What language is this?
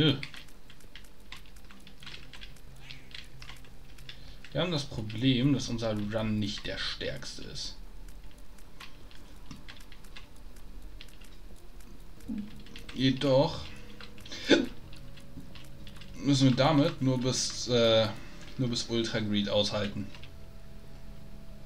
German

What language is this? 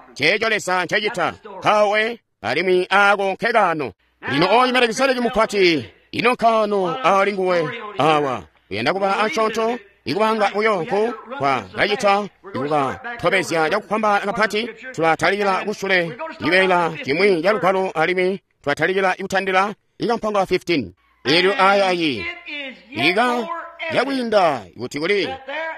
Tonga (Zambia)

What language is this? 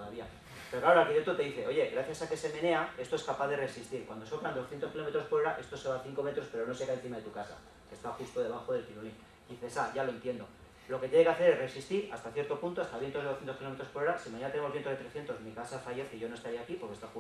Spanish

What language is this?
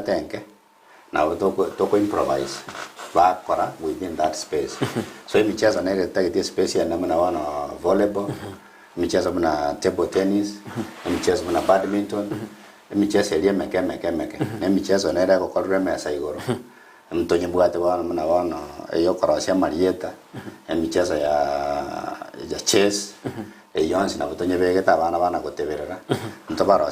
Gusii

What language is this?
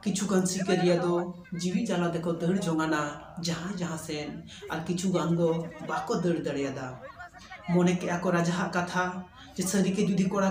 Santali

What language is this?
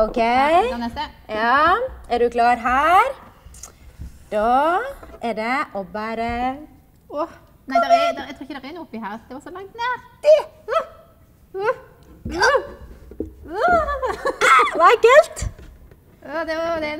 Norwegian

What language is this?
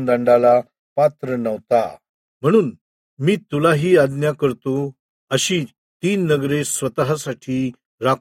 Marathi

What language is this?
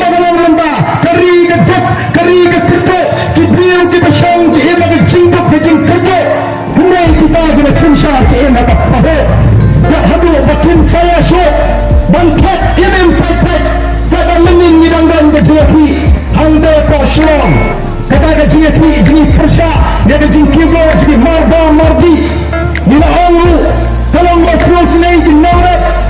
Khasi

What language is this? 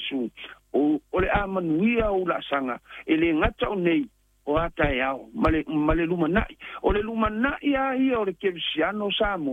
Samoan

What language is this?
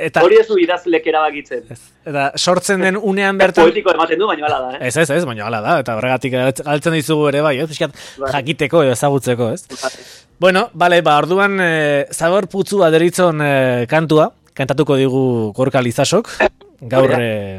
Basque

